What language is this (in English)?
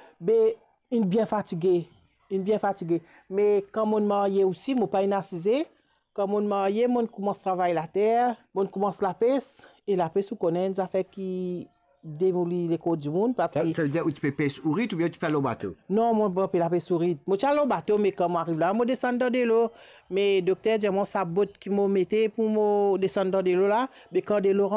Morisyen